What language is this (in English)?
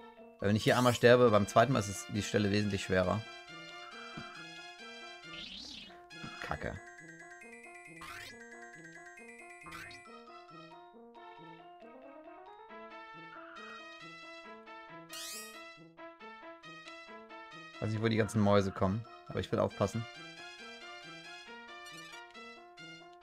German